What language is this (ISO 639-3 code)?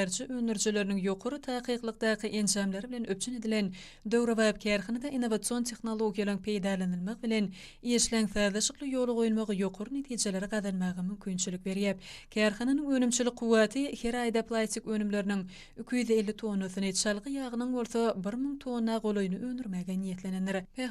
tuk